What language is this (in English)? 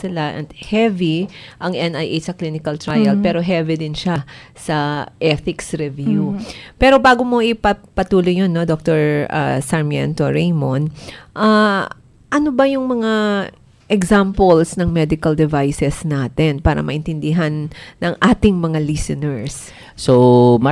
Filipino